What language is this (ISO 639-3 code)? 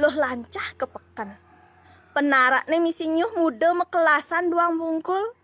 ban